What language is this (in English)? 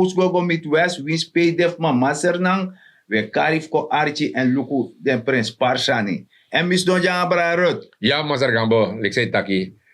Sranan Tongo